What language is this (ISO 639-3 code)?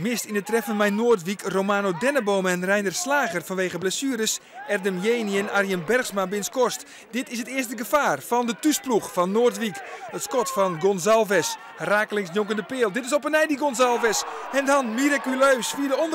fry